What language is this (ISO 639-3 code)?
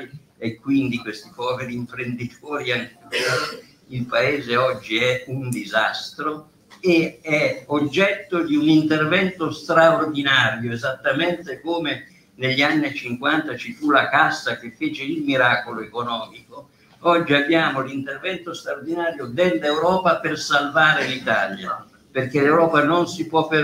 ita